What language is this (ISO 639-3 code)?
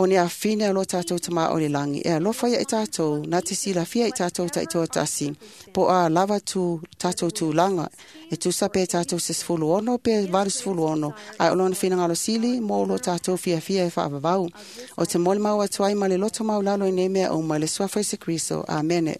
smo